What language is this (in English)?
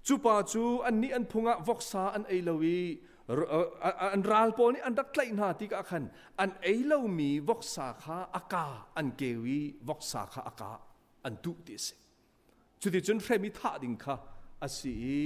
Hakha Chin